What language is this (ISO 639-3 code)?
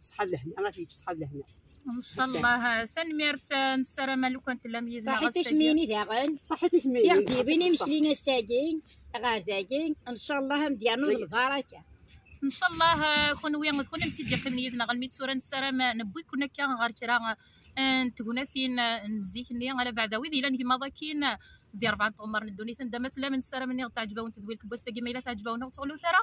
kab